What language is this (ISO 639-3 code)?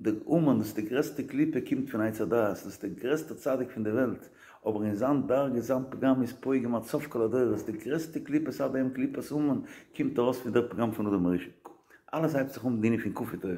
yid